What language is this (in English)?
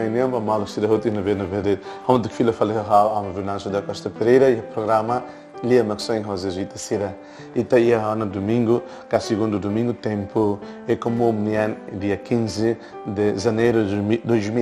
Tetum